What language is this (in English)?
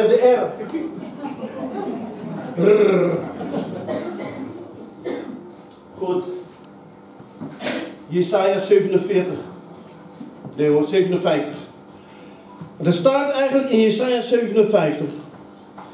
Dutch